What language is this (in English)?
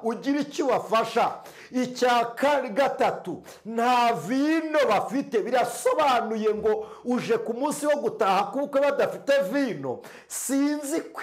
Kinyarwanda